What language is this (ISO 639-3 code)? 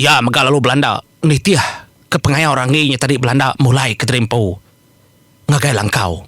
iba